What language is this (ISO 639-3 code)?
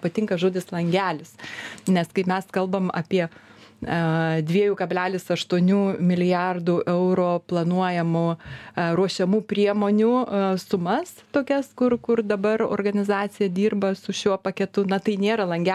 lit